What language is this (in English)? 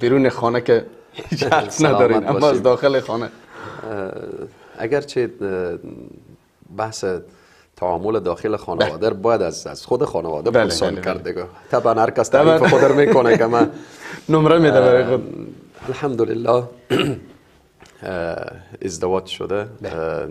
Persian